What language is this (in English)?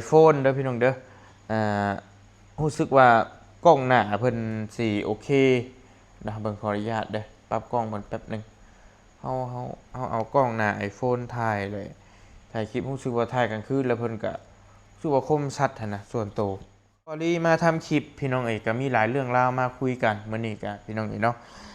Lao